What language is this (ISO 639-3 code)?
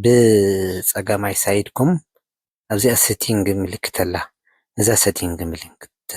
tir